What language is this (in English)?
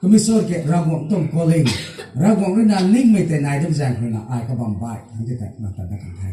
Rongmei Naga